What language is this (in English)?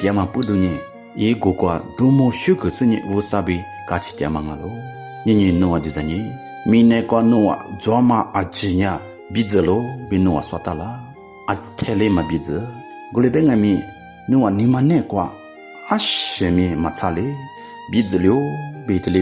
Lisu